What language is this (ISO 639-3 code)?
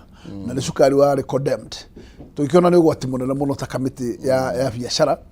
kik